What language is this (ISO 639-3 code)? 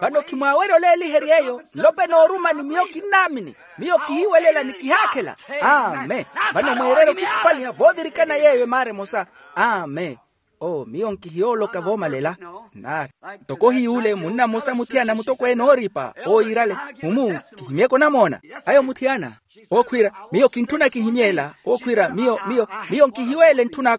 vmw